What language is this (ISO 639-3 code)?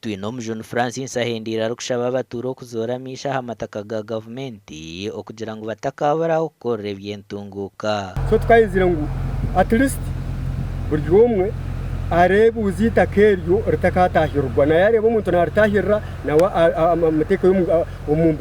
nyn